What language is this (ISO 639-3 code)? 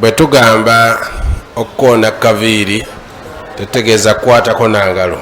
lug